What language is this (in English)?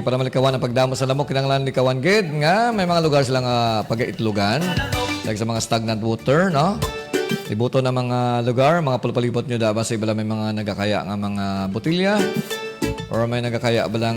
Hiligaynon